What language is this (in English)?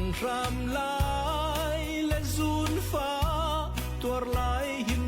Hakha Chin